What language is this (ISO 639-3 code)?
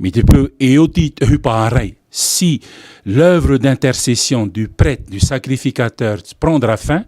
tah